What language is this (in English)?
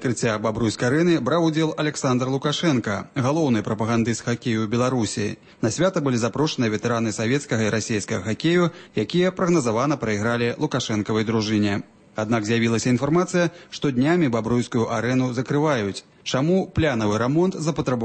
Belarusian